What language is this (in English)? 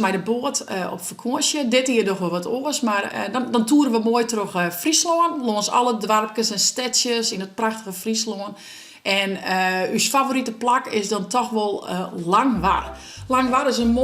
Western Frisian